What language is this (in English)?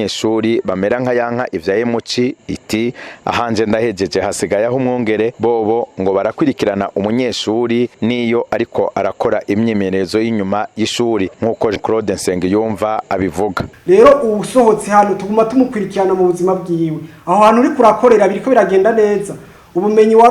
Rundi